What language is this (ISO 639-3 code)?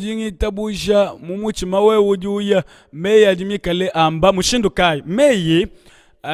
lua